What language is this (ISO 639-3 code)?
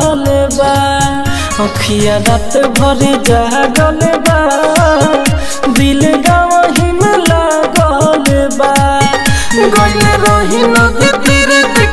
bho